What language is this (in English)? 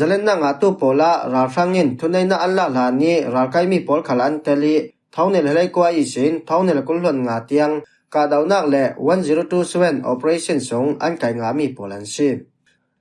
Falam Chin